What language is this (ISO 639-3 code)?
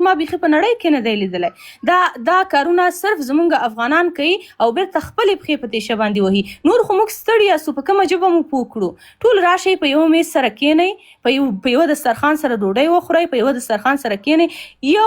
pus